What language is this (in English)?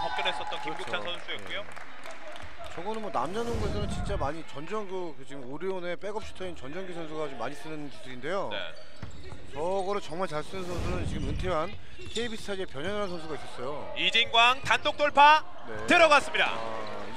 Korean